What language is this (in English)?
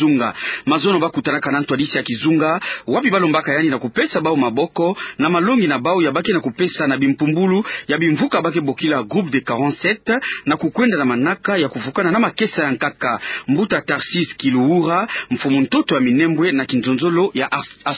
Kituba (Democratic Republic of Congo)